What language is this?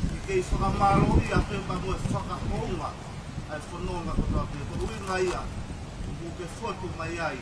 Tongan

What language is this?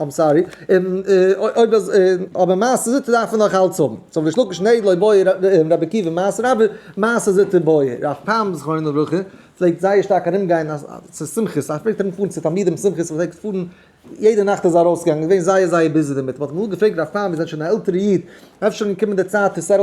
Yiddish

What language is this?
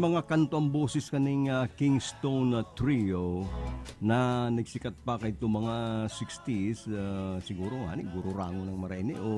Bikol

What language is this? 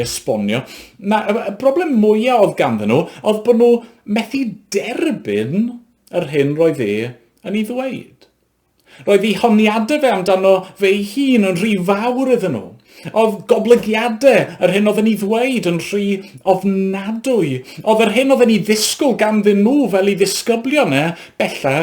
Welsh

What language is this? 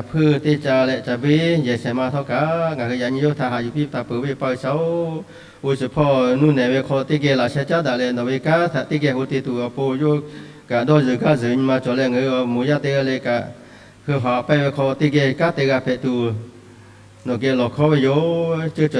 Lahu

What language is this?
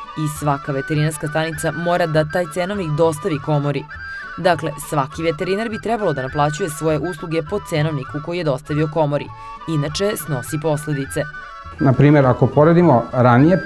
Serbian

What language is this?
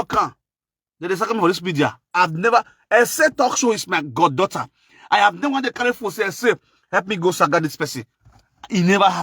Nigerian Pidgin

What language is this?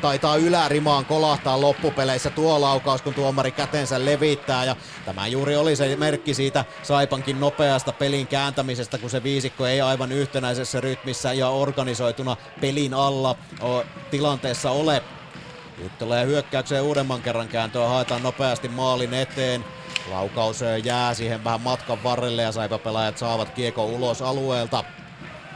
Finnish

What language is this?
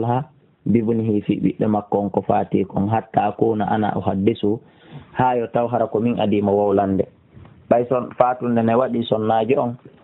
Fula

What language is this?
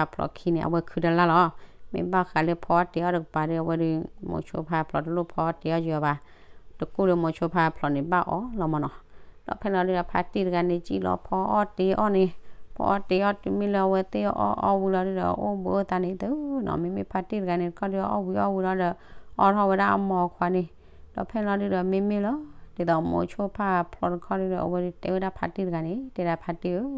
S'gaw Karen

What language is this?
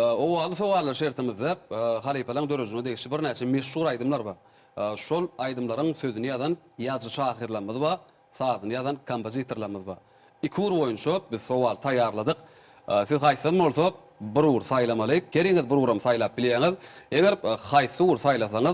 Turkmen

